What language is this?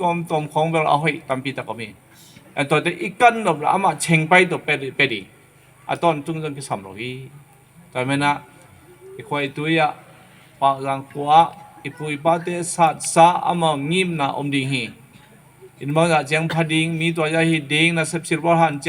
Tedim Chin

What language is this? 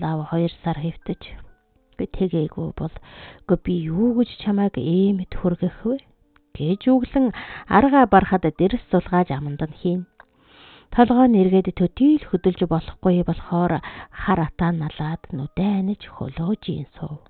Mongolian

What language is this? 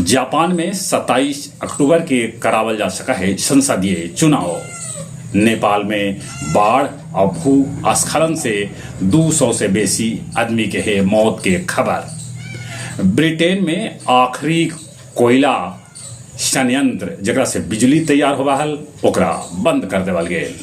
Magahi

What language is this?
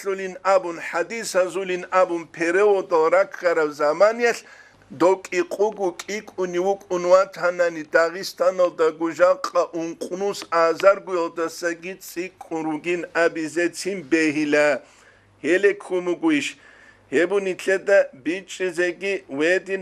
Avaric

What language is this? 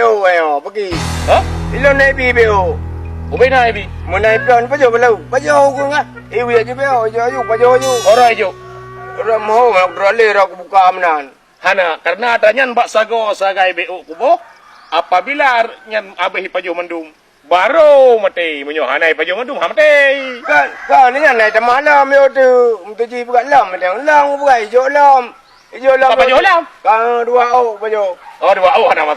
Achinese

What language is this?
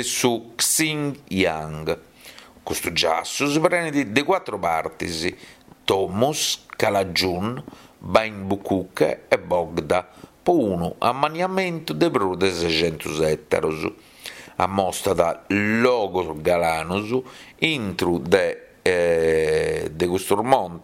Sardinian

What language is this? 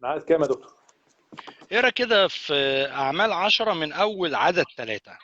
Egyptian Arabic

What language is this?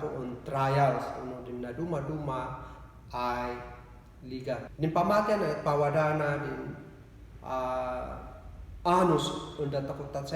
Kankanaey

